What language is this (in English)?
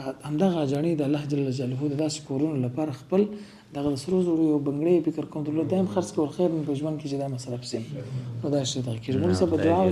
Pashto